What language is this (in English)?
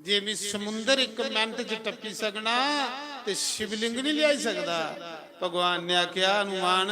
Dogri